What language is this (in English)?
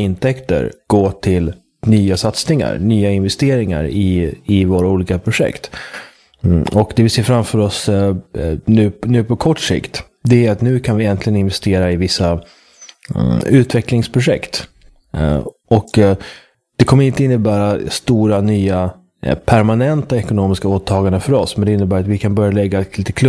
Swedish